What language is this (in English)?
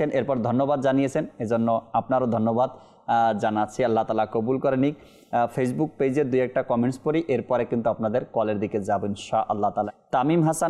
Bangla